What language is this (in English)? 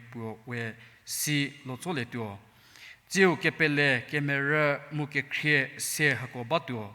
Angami Naga